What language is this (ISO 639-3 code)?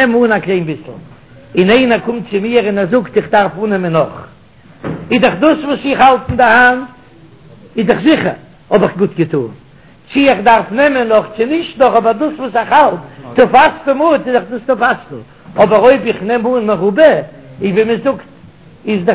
yid